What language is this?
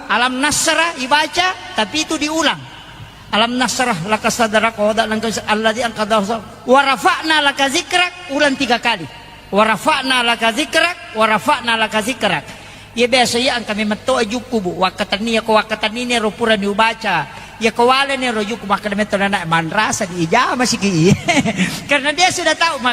Buginese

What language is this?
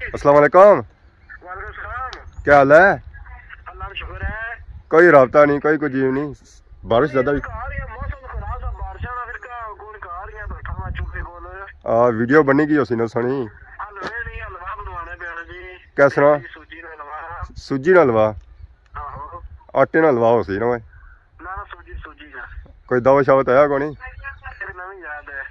Pahari-Potwari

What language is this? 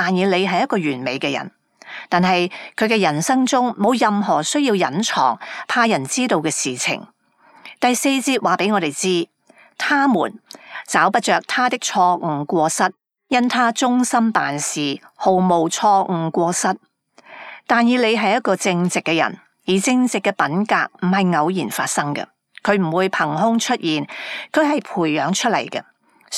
Cantonese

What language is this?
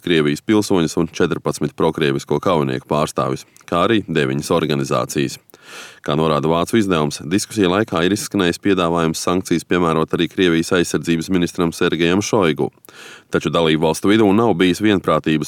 Latvian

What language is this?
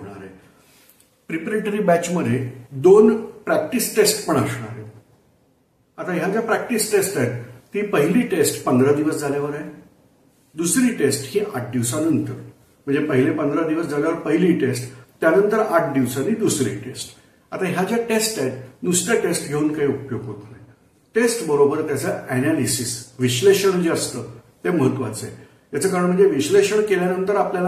Marathi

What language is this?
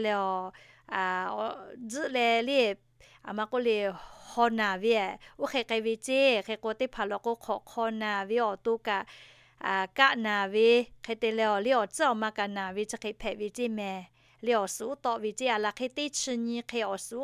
Lahu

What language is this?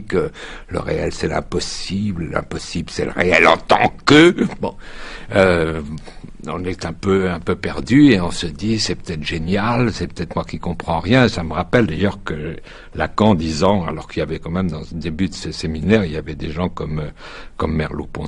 French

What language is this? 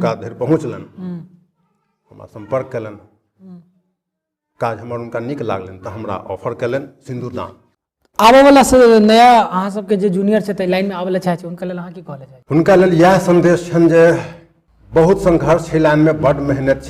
Maithili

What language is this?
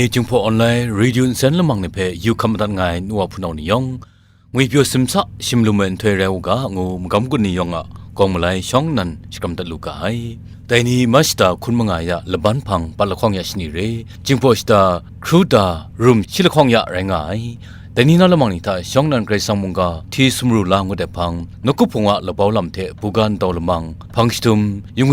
Kachin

